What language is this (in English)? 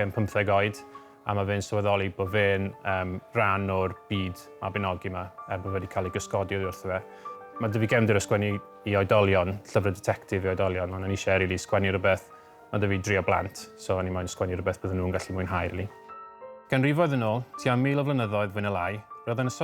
Welsh